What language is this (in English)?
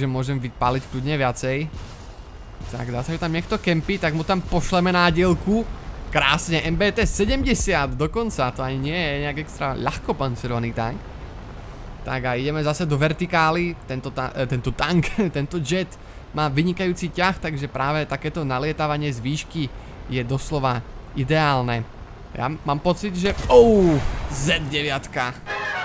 Slovak